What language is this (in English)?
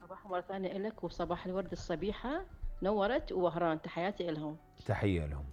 Mesopotamian Arabic